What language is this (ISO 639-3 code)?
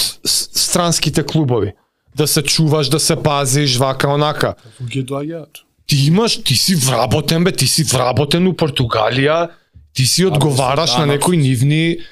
mkd